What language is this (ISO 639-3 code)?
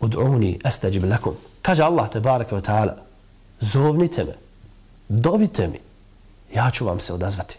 bos